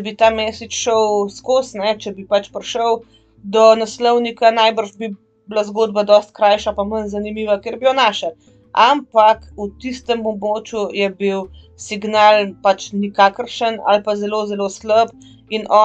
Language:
Slovenian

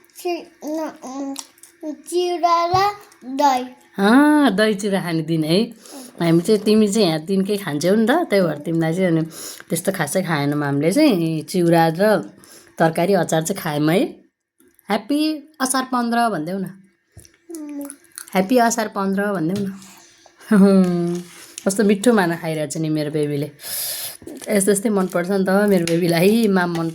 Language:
Nepali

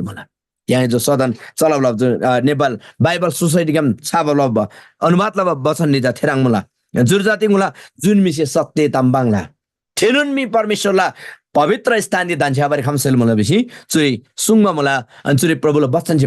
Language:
Eastern Tamang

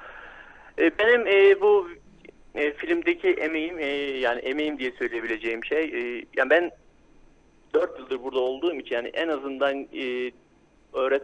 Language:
Turkish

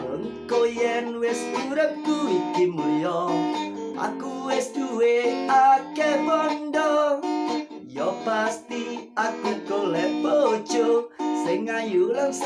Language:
Javanese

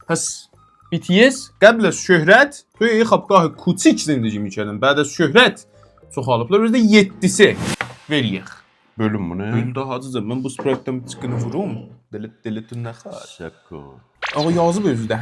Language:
South Azerbaijani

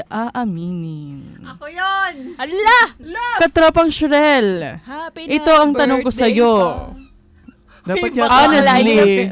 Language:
Filipino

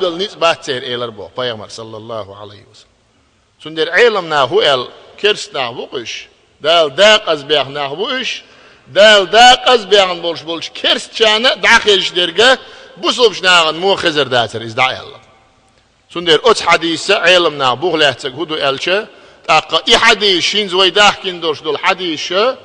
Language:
Chechen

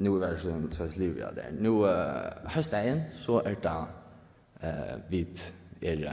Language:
Faroese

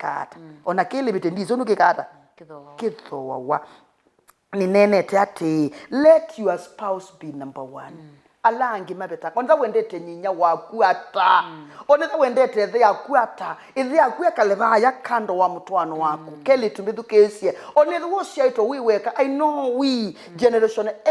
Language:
Kamba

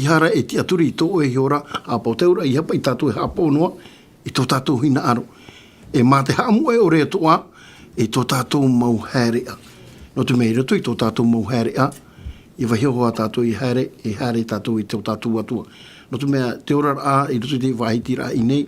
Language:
Tahitian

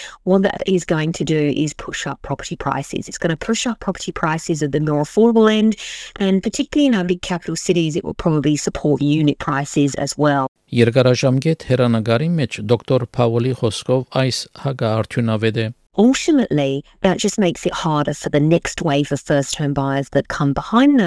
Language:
Armenian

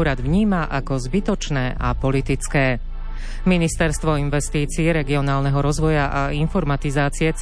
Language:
Slovak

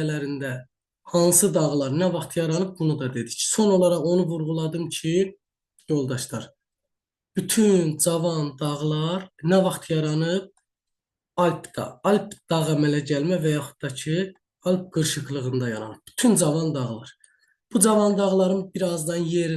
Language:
Azerbaijani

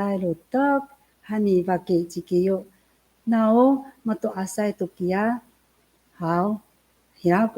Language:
Amis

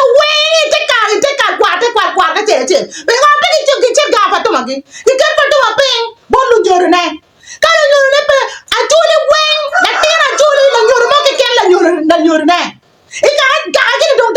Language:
Acoli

